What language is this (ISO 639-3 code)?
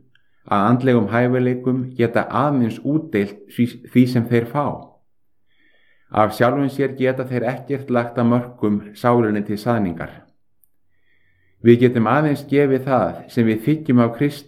isl